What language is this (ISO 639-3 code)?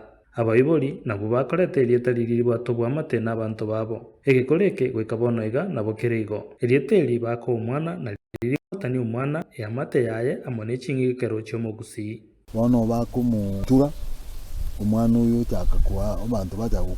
guz